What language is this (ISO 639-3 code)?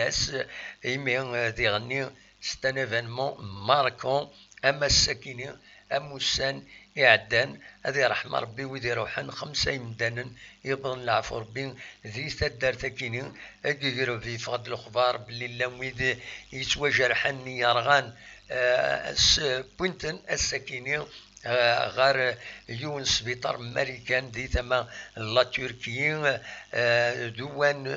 kab